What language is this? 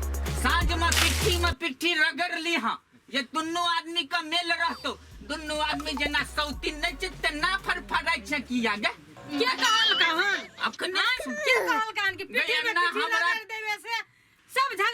Maithili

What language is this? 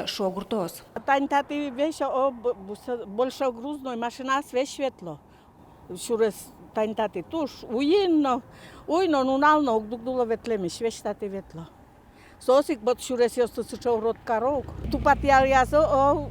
Udmurt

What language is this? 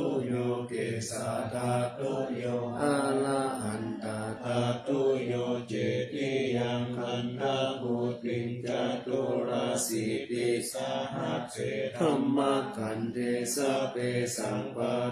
Pali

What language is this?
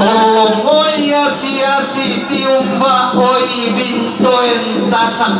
Toraja-Sa'dan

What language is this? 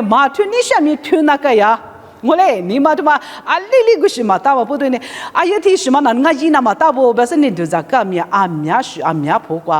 Lisu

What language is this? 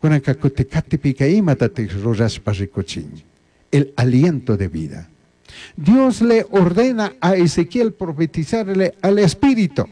Chimborazo Highland Quichua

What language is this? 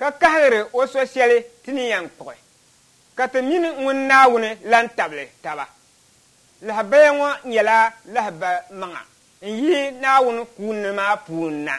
Dagbani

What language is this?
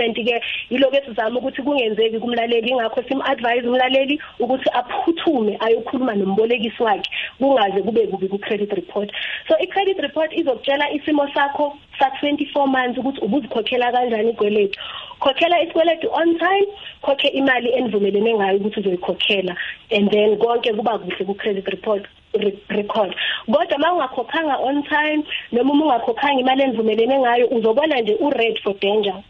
South Ndebele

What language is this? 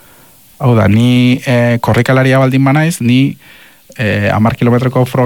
Basque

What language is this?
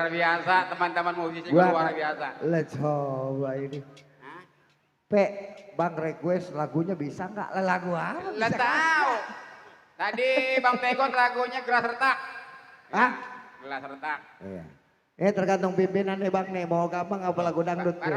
Betawi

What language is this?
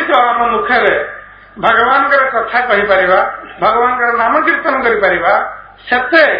Odia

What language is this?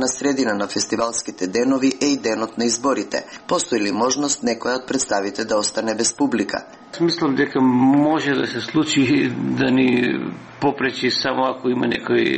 Macedonian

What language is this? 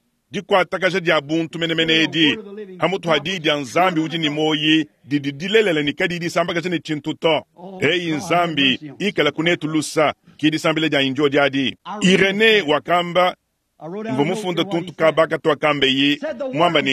Luba-Lulua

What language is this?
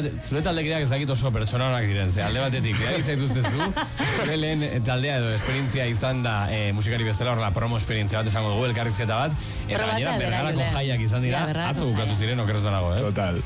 Basque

